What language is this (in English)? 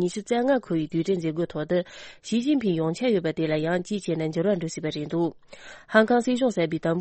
Tibetan